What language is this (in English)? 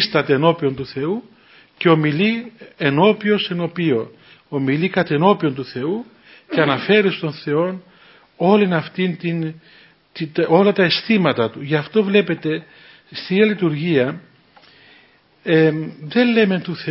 Greek